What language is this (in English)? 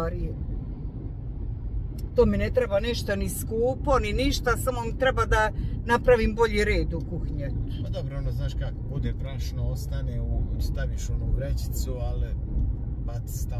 Croatian